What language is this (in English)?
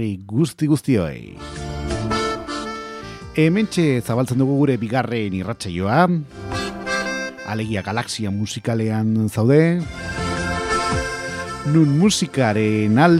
Basque